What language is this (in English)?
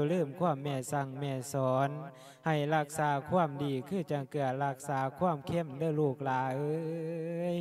Lao